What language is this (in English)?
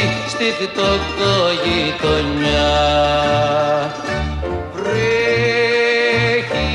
Greek